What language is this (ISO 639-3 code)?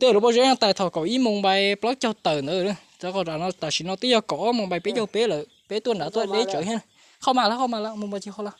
hmn